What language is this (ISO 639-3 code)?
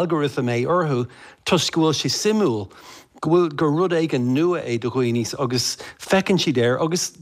gle